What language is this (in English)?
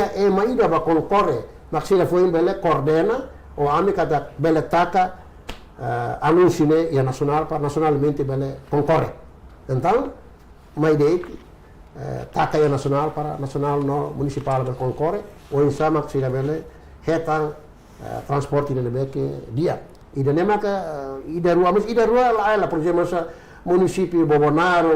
Tetum